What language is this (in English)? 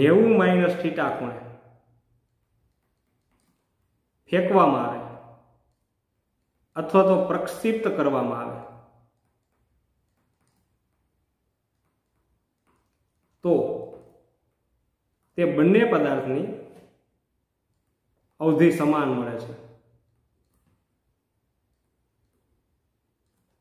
Gujarati